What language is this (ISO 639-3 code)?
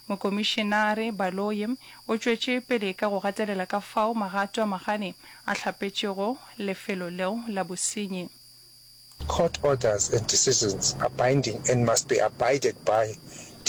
nso